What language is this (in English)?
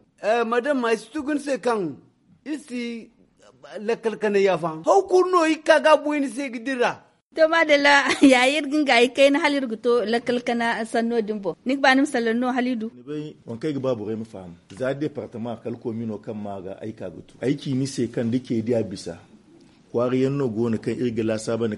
Zarma